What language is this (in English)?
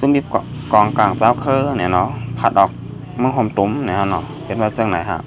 Shan